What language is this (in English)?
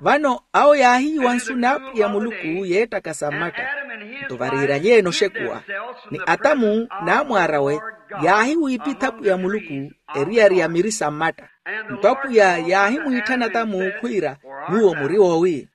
Makhuwa